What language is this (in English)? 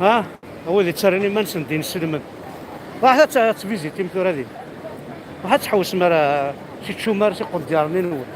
Kabyle